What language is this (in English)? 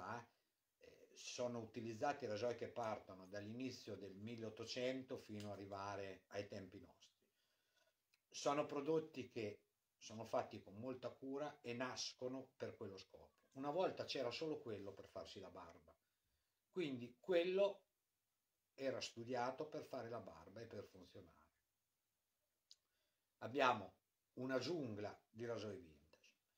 Italian